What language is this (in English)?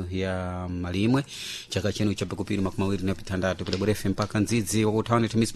Sena